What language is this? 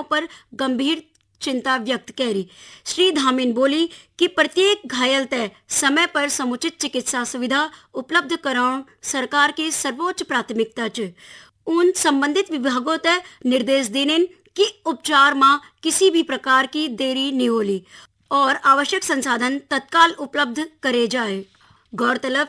Garhwali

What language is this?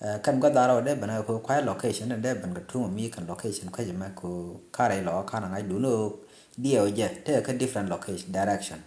Nuer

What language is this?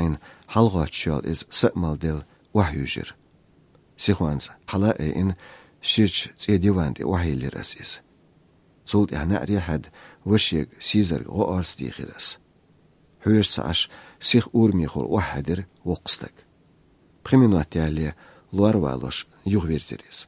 Chechen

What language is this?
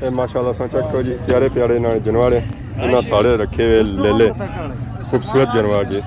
Pahari-Potwari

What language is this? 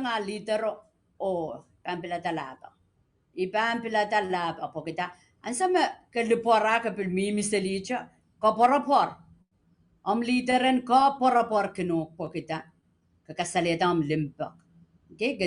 Pohnpeian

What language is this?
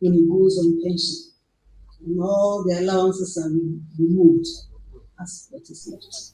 Ewe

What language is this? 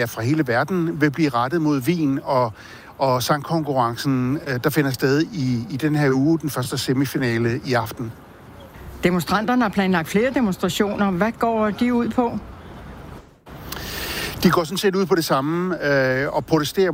Danish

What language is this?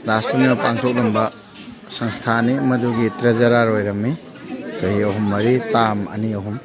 Manipuri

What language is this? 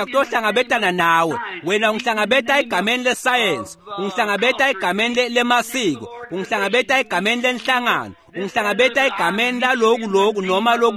Swati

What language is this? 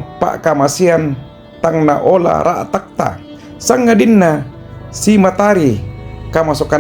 Toraja-Sa'dan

